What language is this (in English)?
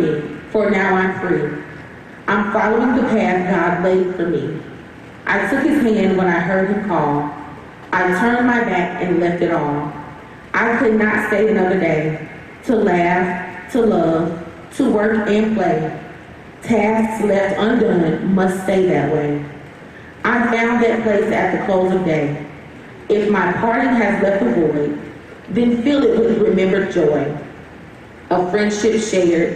English